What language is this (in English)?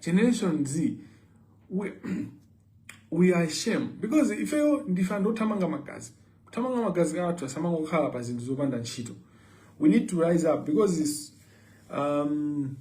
Nyanja